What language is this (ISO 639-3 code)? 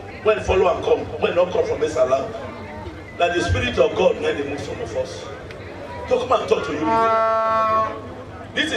pcm